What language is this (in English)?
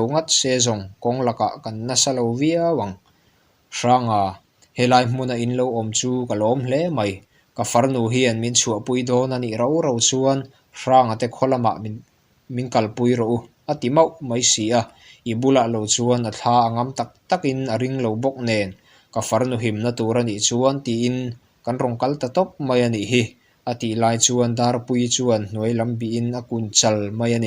Mizo